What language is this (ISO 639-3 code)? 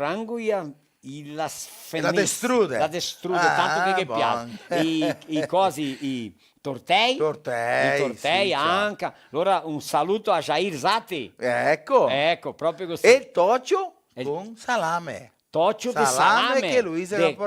vec